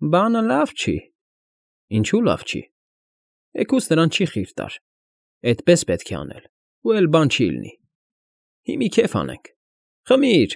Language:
Armenian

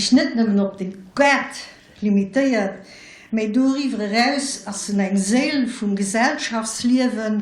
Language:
Luxembourgish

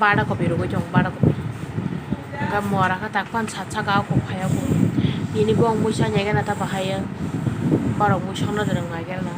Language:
Kok Borok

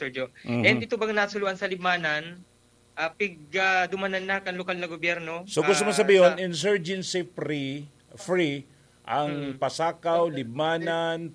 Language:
Bikol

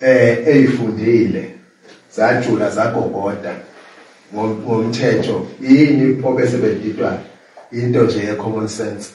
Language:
Zulu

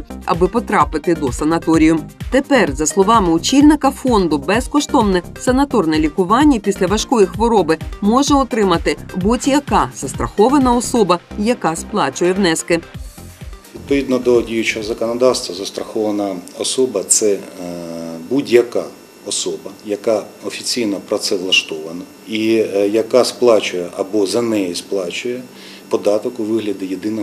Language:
Ukrainian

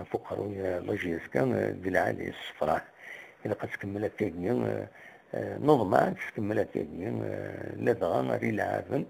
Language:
Kabyle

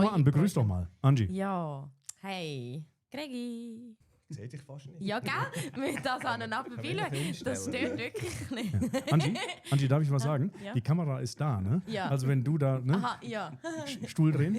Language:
Swiss German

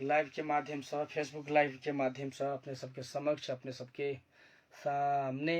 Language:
Maithili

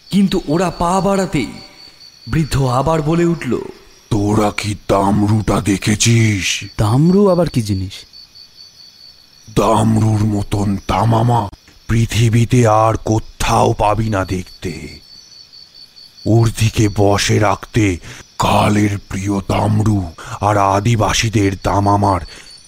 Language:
Bangla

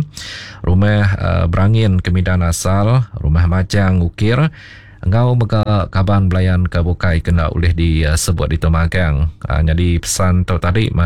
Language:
Iban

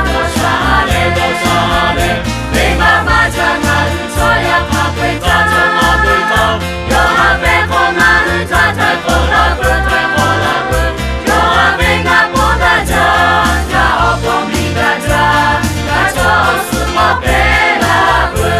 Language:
Lahu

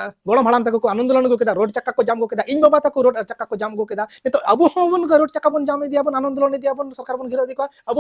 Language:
Santali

